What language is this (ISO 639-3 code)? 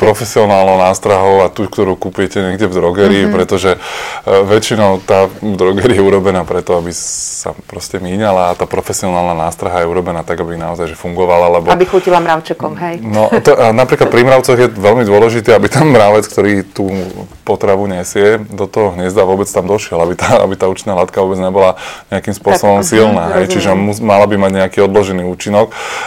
slk